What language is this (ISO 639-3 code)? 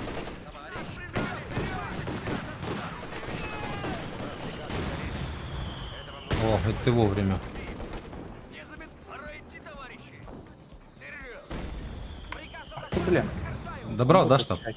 rus